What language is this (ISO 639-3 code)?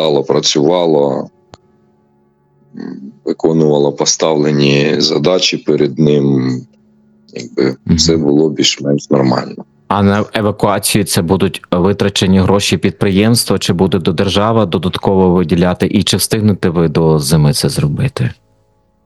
ukr